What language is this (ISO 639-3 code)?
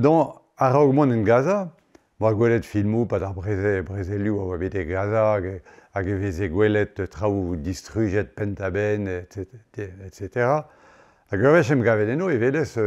bre